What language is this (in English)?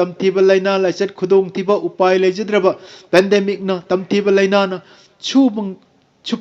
Manipuri